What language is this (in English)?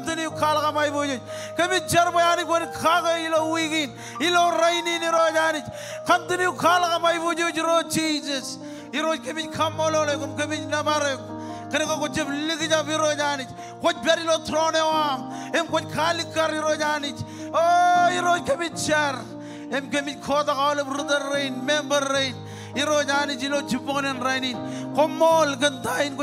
Marshallese